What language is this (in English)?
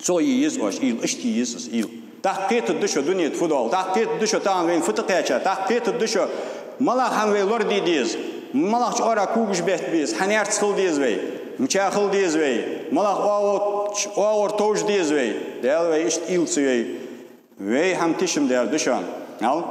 Ingush